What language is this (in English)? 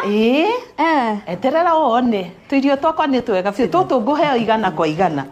Kikuyu